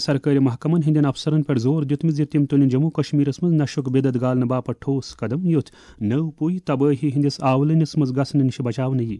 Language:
Kashmiri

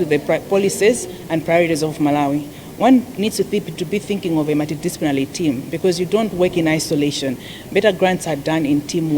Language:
English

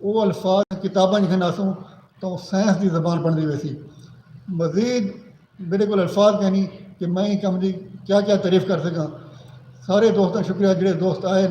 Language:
Saraiki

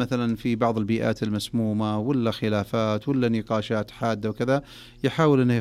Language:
Najdi Arabic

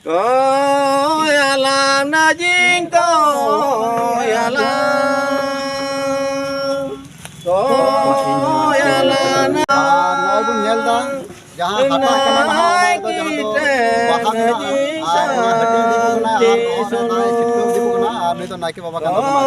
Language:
Santali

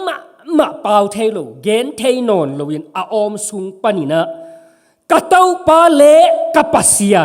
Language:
Tedim Chin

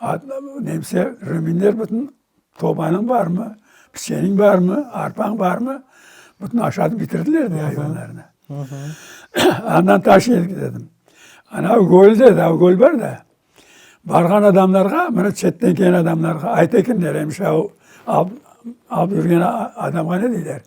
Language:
Crimean Tatar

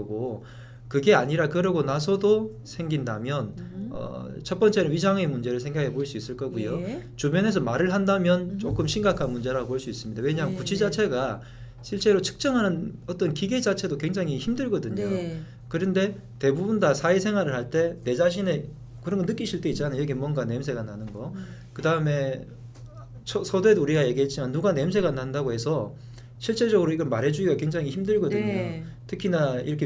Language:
Korean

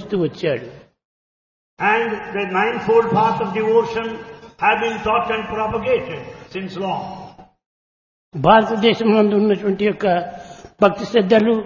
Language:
Telugu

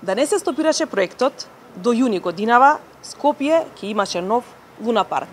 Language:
Macedonian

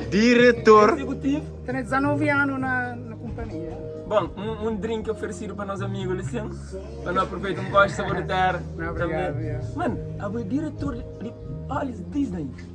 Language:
Kabuverdianu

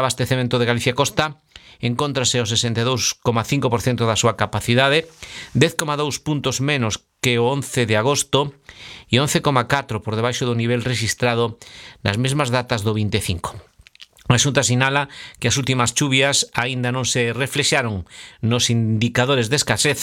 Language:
Galician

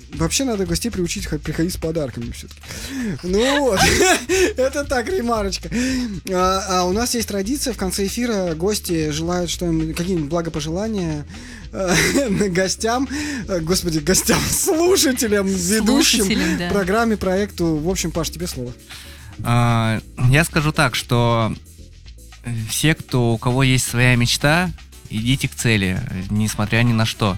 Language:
Russian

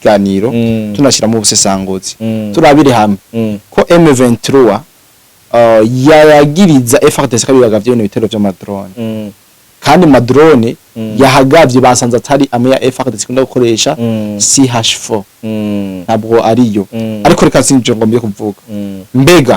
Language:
Rundi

